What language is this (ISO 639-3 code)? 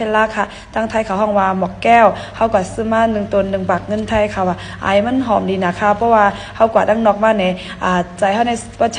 shn